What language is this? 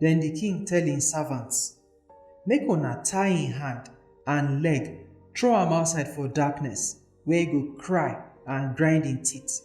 Nigerian Pidgin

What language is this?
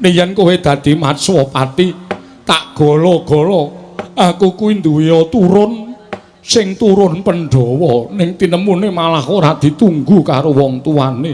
Javanese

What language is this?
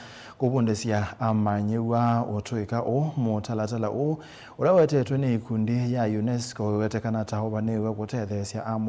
Kamba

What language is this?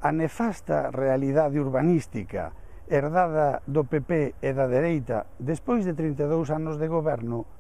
Galician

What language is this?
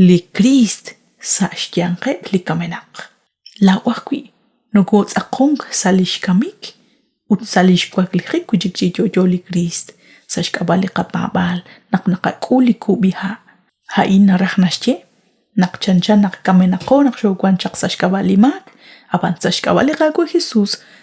Kekchí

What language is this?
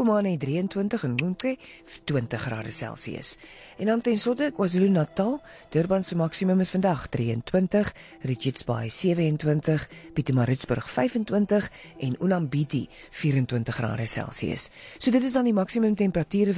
Afrikaans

